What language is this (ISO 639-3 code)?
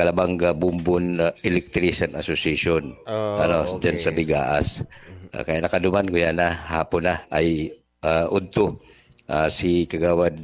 bik